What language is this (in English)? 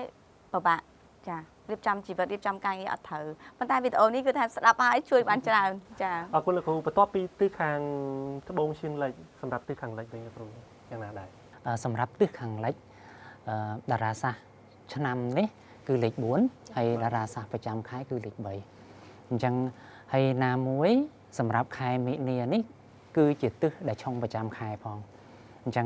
Khmer